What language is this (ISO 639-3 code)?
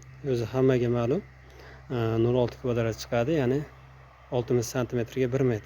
uzb